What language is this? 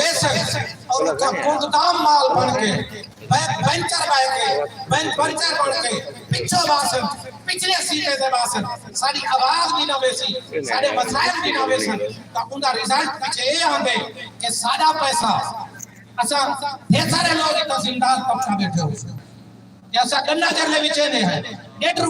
Saraiki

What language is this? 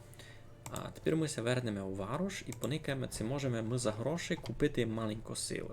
Rusyn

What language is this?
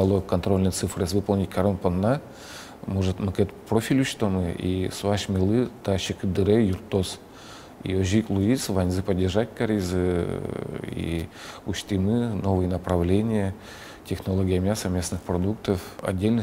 Udmurt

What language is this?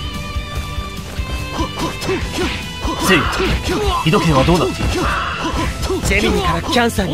Japanese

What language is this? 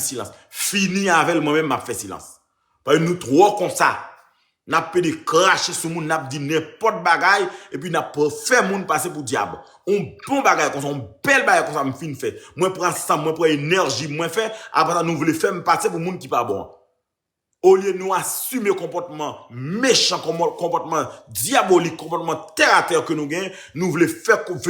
Haitian Creole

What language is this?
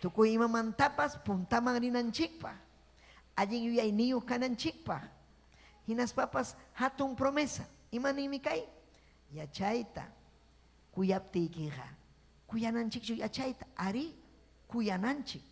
Ayacucho Quechua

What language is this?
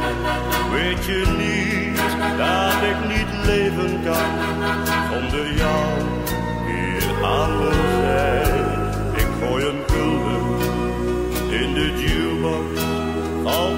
Dutch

